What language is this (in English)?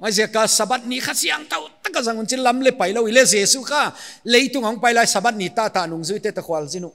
Paite Chin